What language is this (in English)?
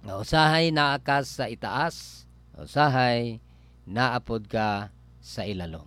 Cebuano